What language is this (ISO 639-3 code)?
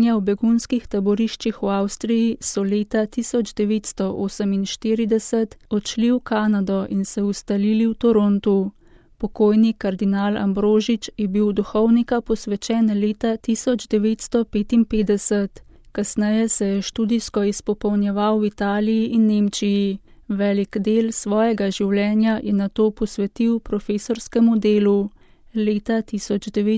slv